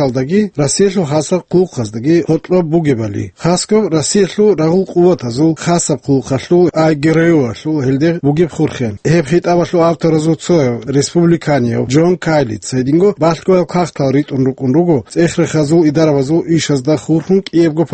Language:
Avaric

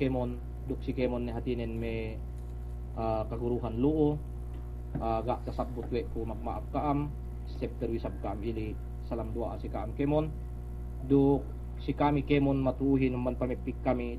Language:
Yakan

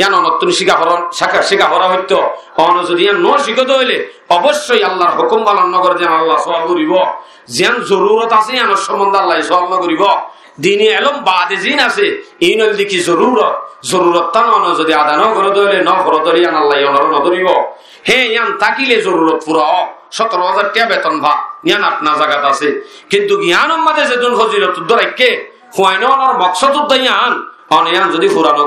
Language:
Rohingya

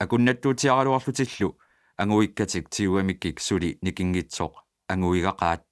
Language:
Kalaallisut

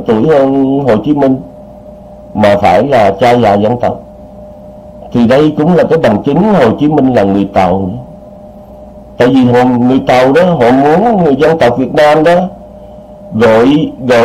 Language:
Vietnamese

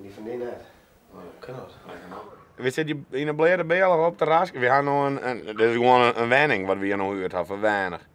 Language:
Western Frisian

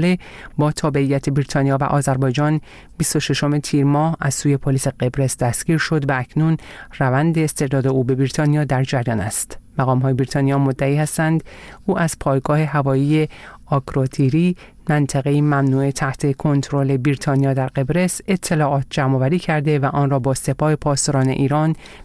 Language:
Persian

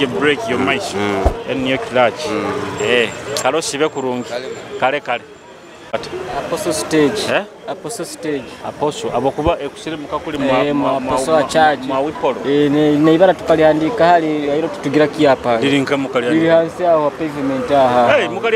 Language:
Nyoro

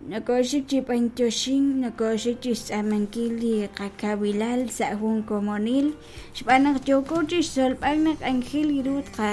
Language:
Kekchí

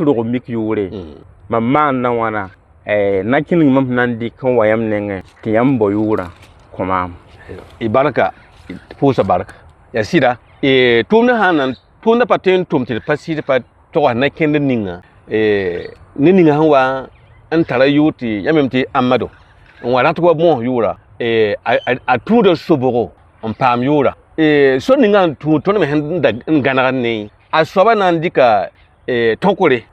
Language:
Mossi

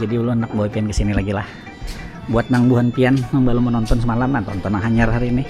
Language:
Banjar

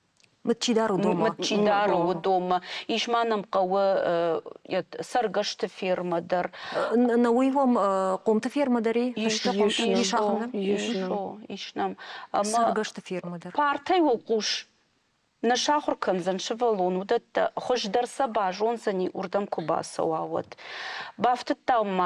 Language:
Ossetic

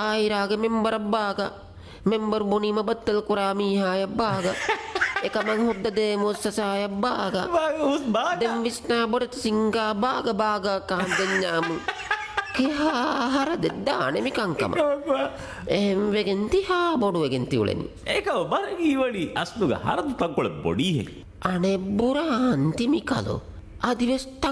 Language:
Divehi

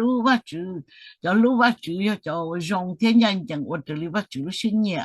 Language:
Hmong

